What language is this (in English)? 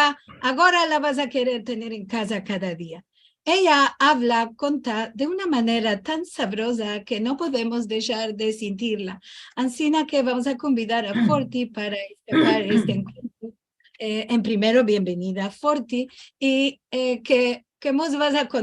Ladino